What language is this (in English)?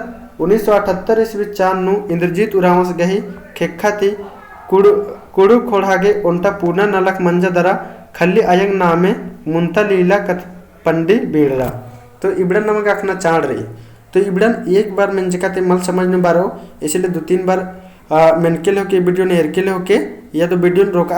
Kurukh